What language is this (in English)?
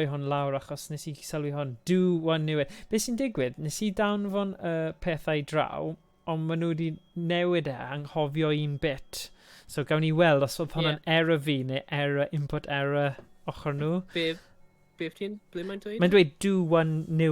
Welsh